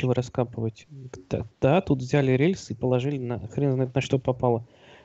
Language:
Russian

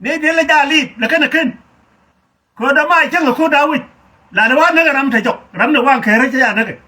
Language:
Nuer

